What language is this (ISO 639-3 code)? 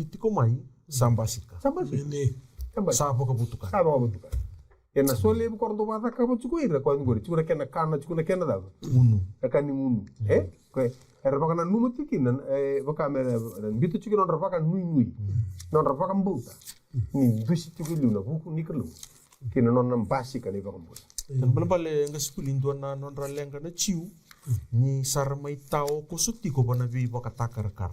fij